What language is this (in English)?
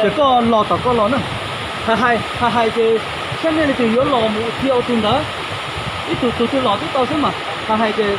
Hmong